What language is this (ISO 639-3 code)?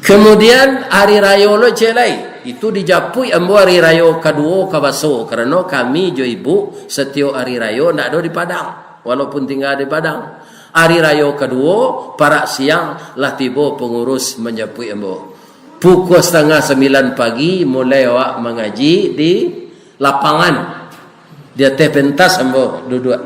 min